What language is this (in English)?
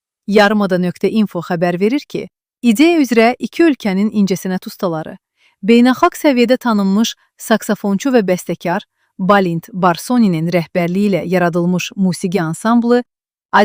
Azerbaijani